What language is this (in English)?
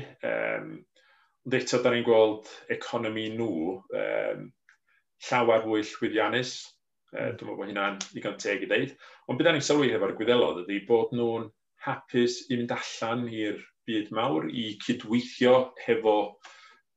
Welsh